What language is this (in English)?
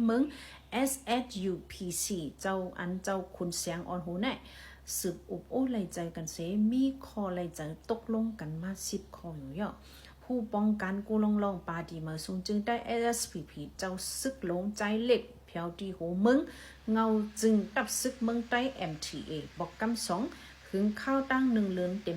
Shan